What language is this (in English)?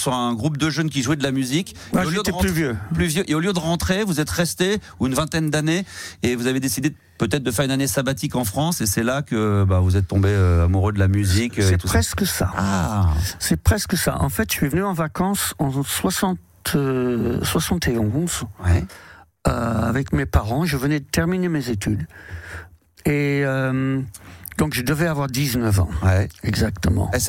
French